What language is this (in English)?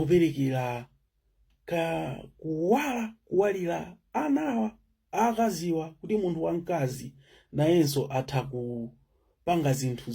Nyanja